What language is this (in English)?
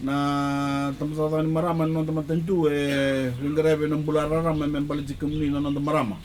Fijian